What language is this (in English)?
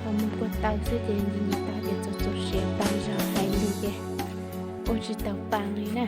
Hmong